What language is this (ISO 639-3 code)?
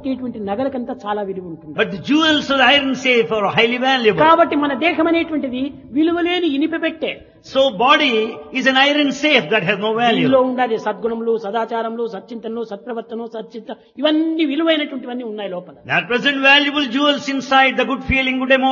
tel